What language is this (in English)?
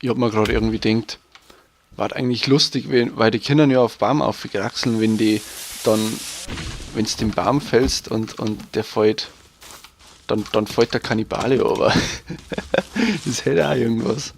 Bavarian